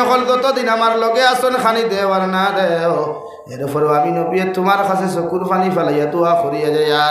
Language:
Sylheti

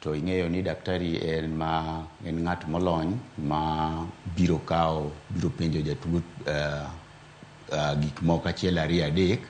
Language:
Luo (Kenya and Tanzania)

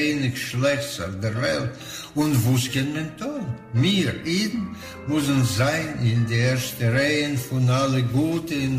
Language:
Yiddish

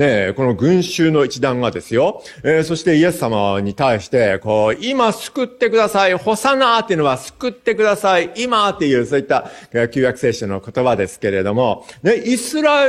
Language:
Japanese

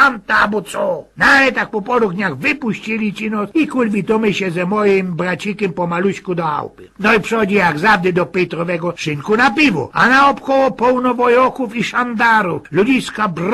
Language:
Silesian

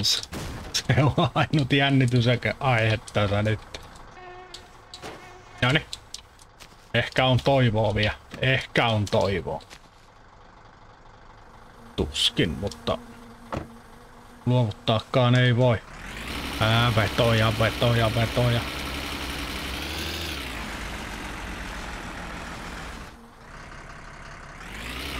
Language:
Finnish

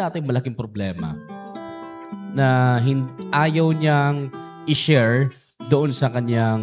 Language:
Filipino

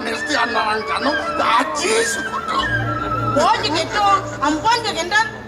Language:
Balinese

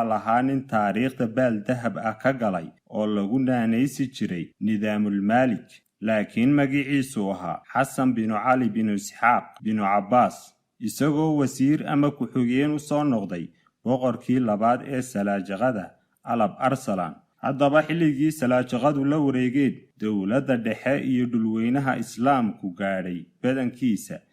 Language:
Somali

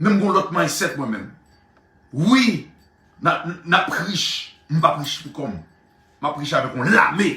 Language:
Haitian Creole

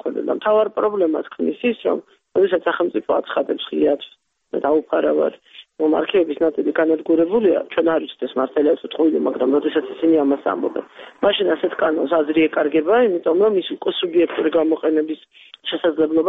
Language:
Georgian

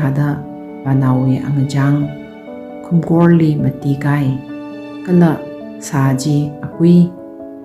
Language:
Tangkhul Naga (India)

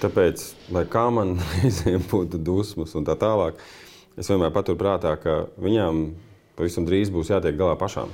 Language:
Latvian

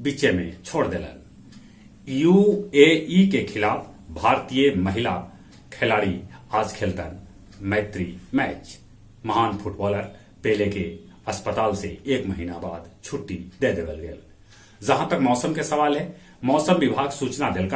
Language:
Magahi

